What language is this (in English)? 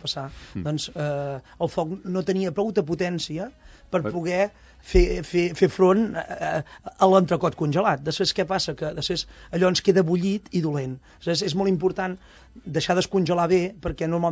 Catalan